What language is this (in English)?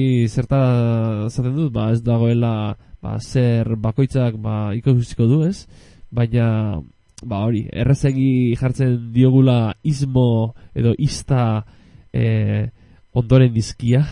Basque